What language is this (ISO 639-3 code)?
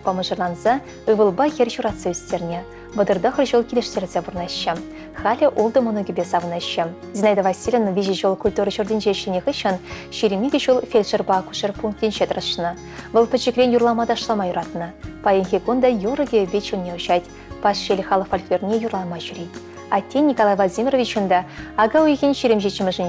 chv